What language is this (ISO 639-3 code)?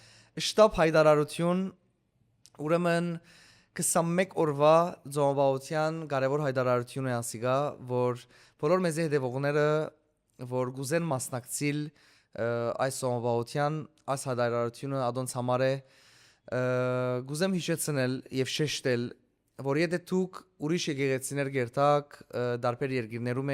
hyw